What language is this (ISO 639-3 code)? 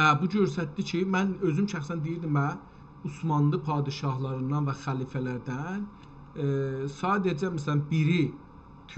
azb